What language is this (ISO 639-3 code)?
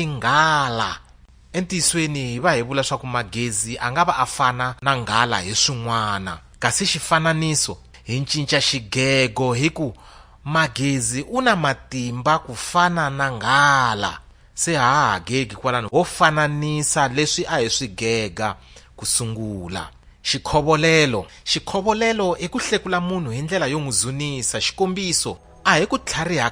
tso